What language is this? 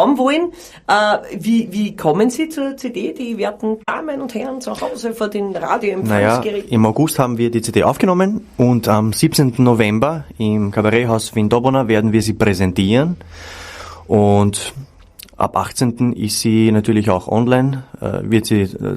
Bavarian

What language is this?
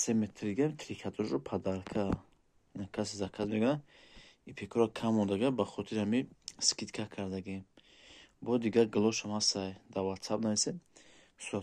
Tajik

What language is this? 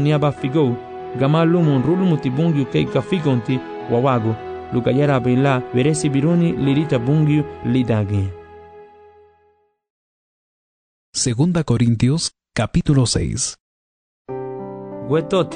Garifuna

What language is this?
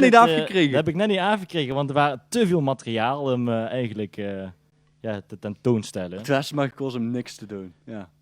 Limburgish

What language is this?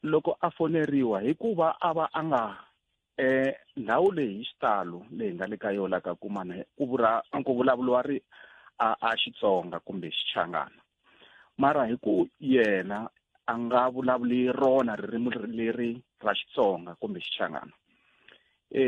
Tsonga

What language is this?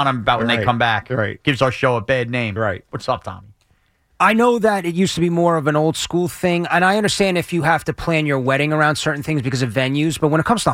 English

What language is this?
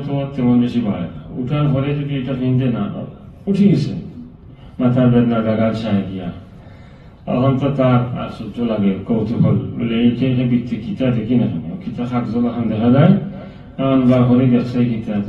Sylheti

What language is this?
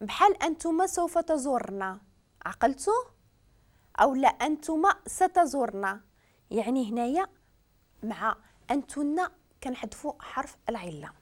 Moroccan Arabic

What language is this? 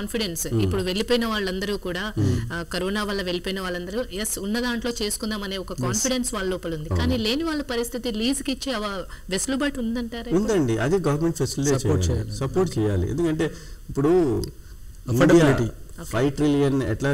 Telugu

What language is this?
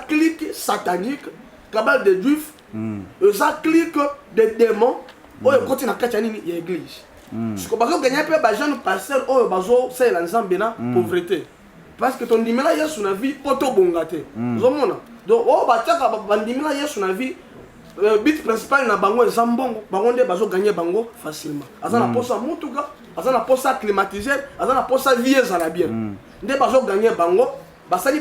Lingala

